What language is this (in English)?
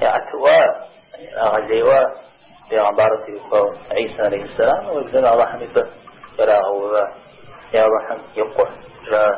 Kabardian